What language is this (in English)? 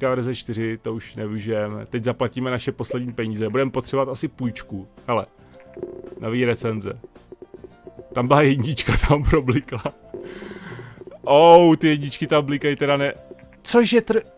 Czech